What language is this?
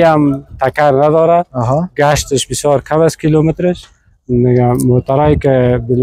Persian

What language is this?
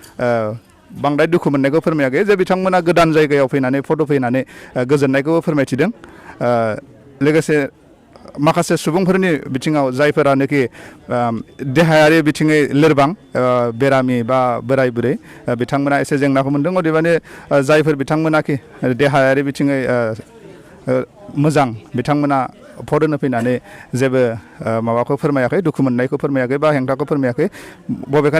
Bodo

